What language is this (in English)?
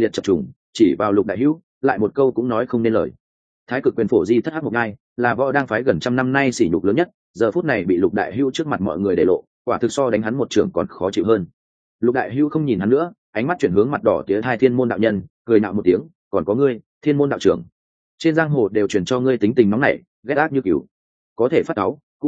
Vietnamese